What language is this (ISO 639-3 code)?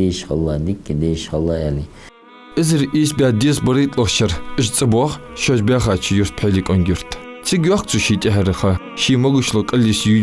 inh